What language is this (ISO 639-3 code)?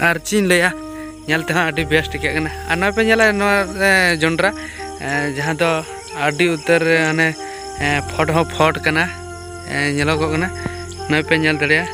sat